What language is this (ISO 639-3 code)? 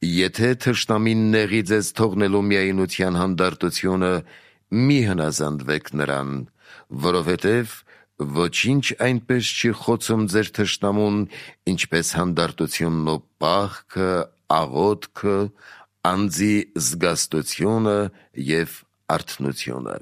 hye